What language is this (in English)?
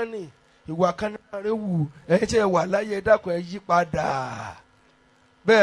Yoruba